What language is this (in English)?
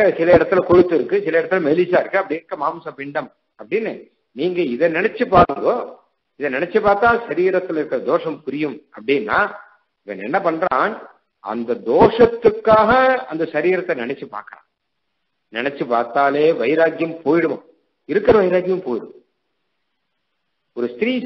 Tamil